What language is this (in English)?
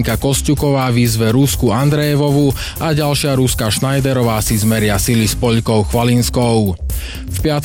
Slovak